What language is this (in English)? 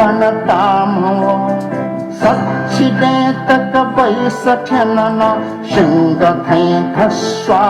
Newari